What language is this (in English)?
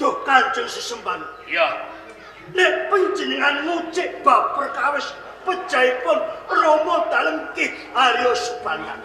Javanese